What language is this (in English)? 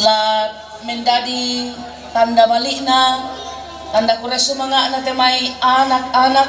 Toraja-Sa'dan